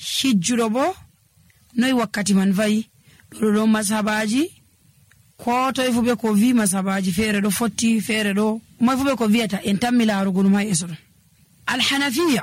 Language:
Nigerian Fulfulde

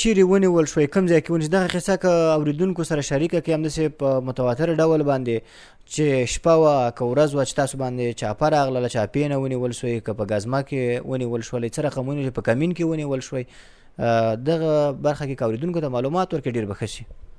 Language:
Pashto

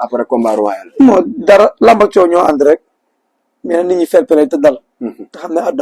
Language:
Wolof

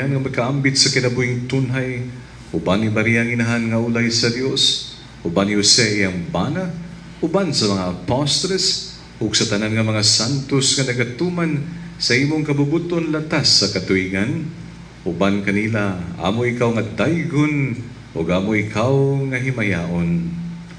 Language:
Cebuano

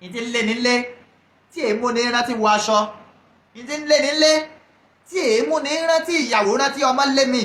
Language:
Yoruba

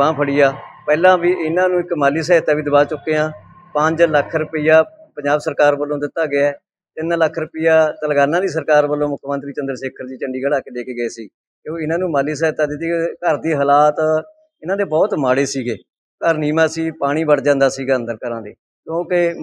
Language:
Punjabi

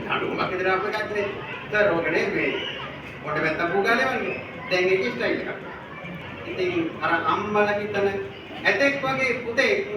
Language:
Sinhala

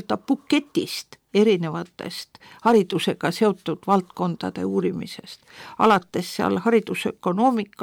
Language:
Estonian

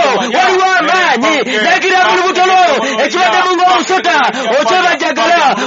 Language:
Ganda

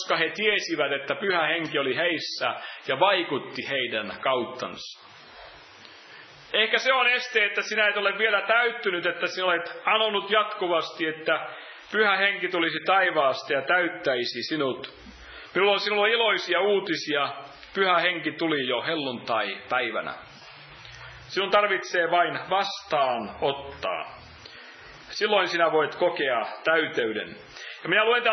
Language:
Finnish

